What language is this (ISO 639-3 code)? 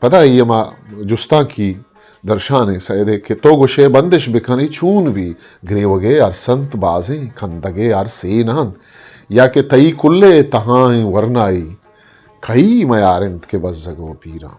bgp